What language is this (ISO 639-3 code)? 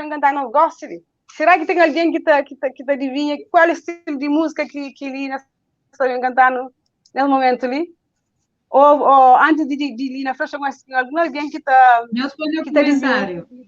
kea